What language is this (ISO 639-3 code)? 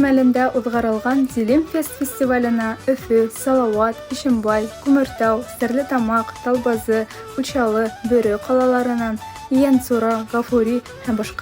bak